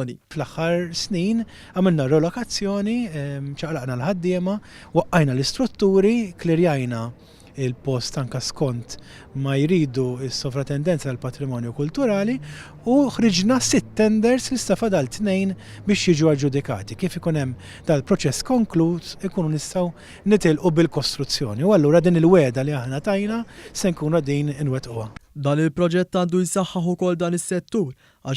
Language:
Maltese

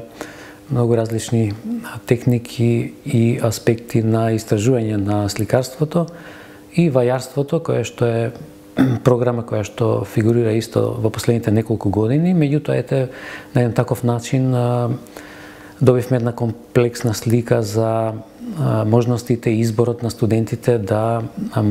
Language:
Macedonian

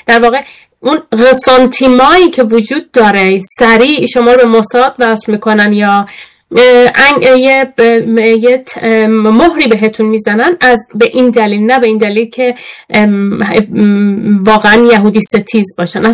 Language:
Persian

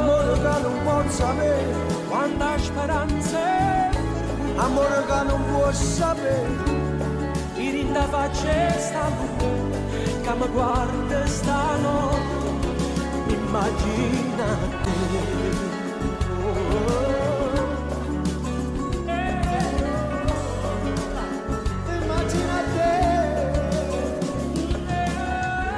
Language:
Italian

